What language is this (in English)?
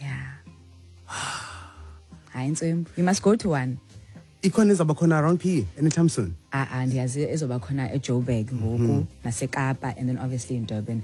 Xhosa